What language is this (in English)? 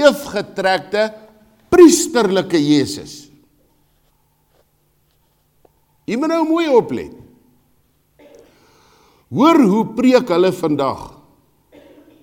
Afrikaans